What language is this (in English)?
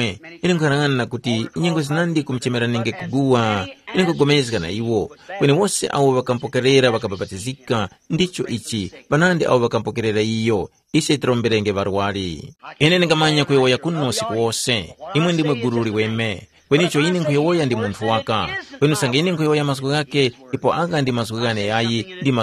Tumbuka